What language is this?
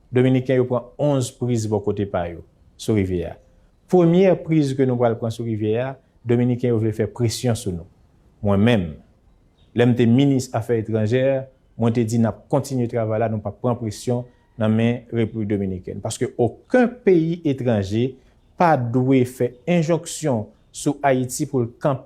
Haitian Creole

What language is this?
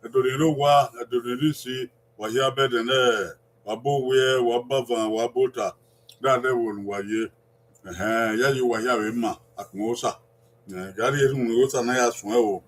Bini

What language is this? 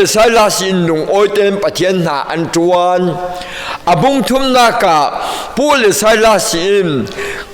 Falam Chin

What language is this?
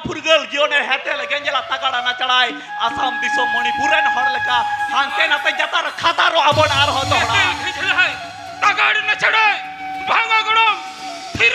Santali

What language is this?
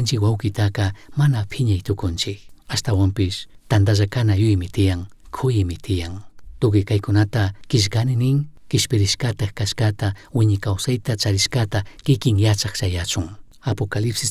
Chimborazo Highland Quichua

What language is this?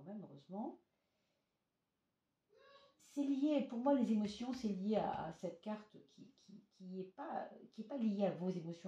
French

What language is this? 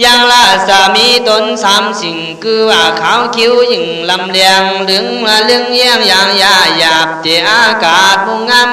Khün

